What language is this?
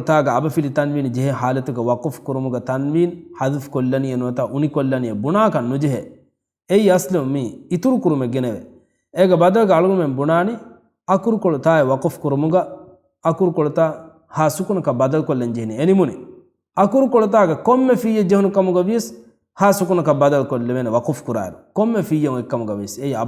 Divehi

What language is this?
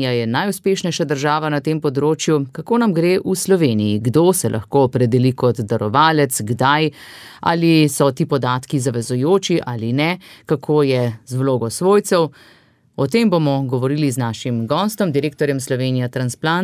Slovenian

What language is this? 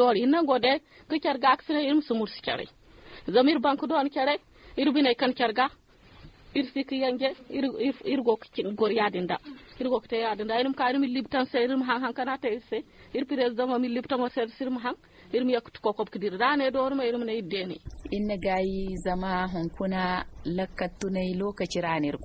Zarma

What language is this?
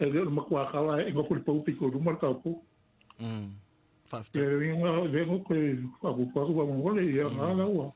Samoan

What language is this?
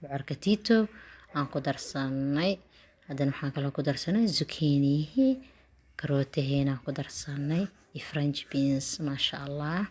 Somali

